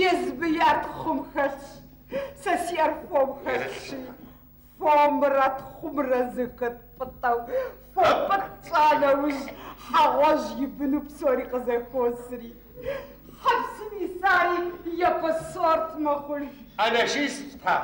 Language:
Kabardian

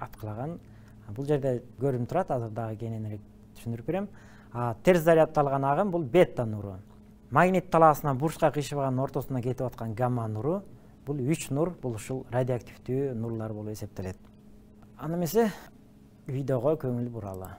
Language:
Kyrgyz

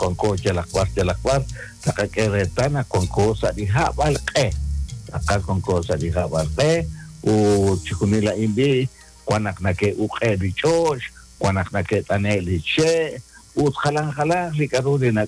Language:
Kekchí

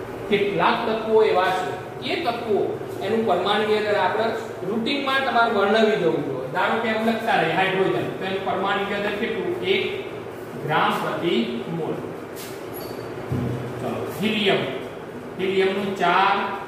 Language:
Gujarati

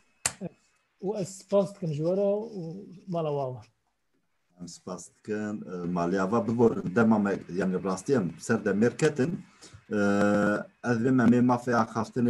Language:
Kurdish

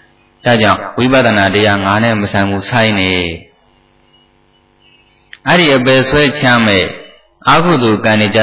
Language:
Burmese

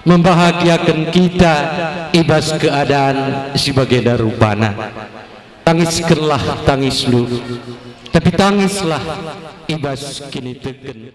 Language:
Batak Karo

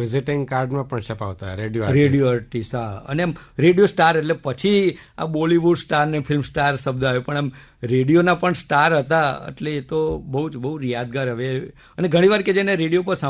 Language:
Gujarati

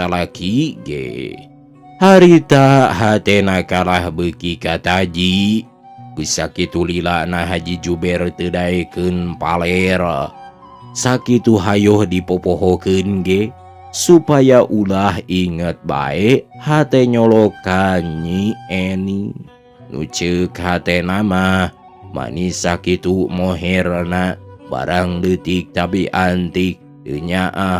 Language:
Sundanese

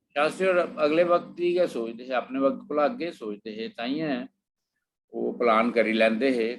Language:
Dogri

